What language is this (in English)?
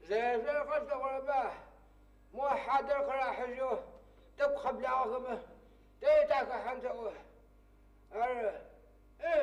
Adyghe